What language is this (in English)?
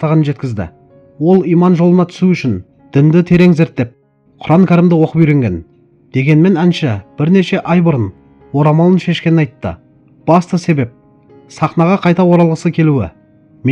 Kazakh